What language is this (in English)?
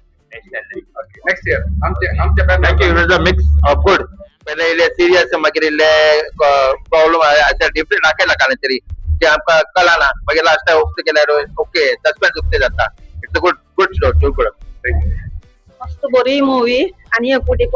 Konkani